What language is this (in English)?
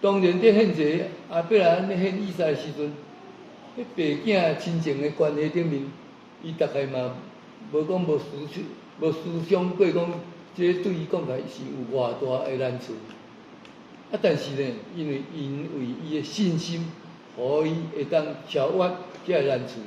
Min Nan Chinese